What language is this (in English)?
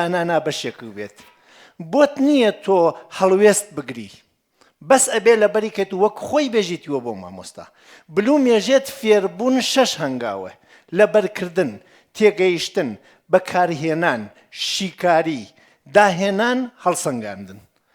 Central Kurdish